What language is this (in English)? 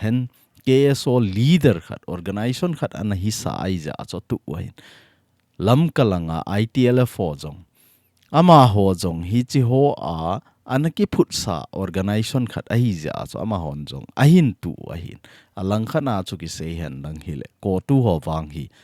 Thado Chin